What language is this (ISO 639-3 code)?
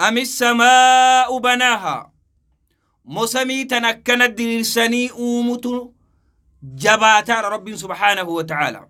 orm